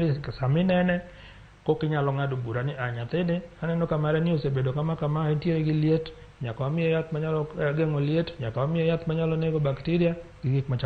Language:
Luo (Kenya and Tanzania)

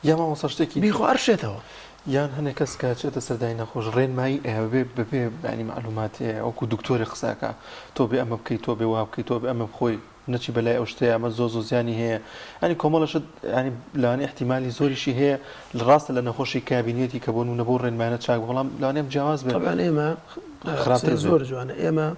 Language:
Central Kurdish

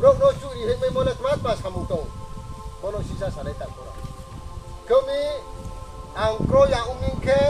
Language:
Riang (India)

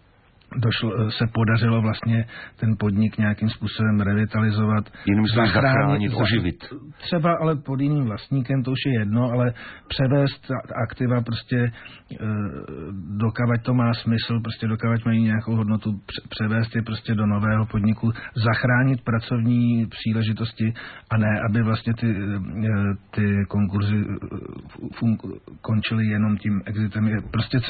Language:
Czech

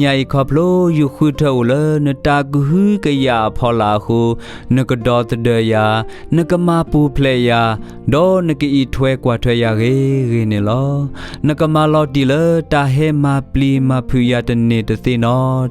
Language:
S'gaw Karen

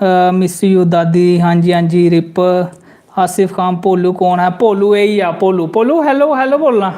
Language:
Dogri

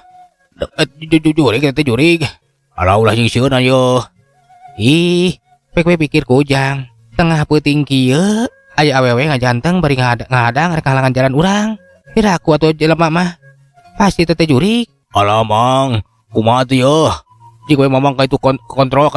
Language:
Sundanese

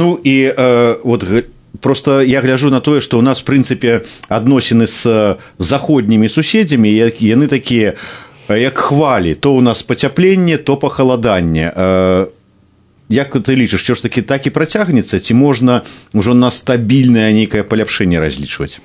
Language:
Belarusian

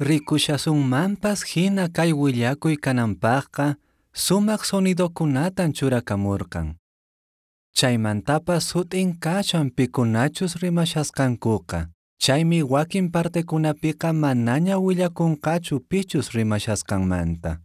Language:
Quechua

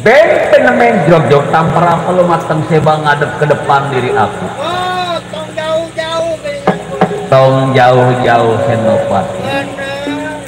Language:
Betawi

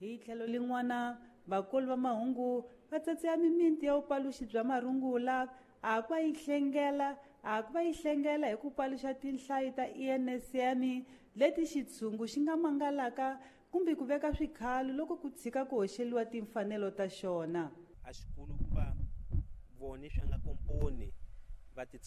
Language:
Tsonga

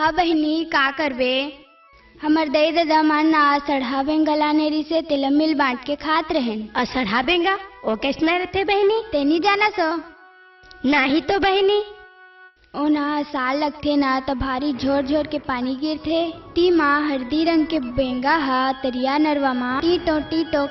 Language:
Chhattisgarhi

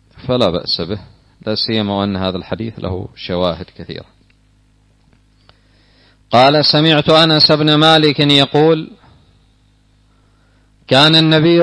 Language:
Arabic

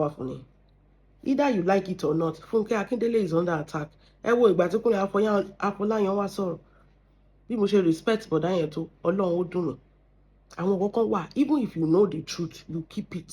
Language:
Yoruba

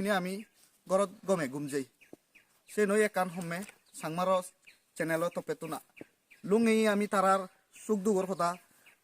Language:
Chakma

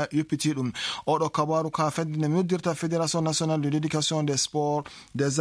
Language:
Fula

